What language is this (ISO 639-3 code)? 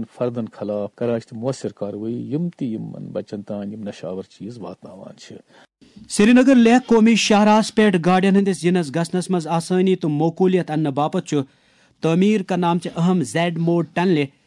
kas